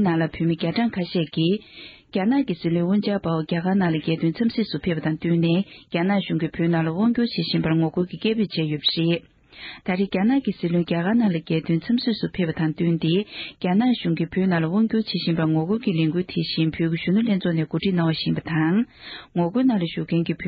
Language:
Tibetan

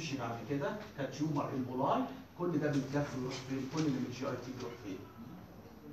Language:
Egyptian Arabic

